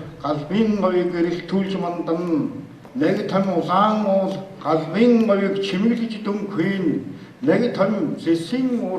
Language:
Mongolian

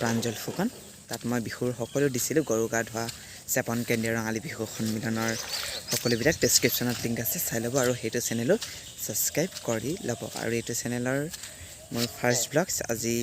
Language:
Assamese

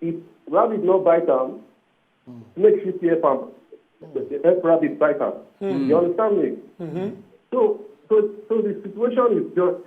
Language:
Nigerian Pidgin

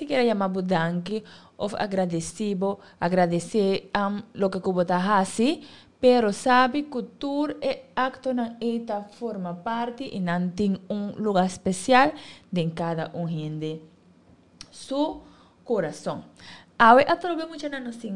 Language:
Papiamento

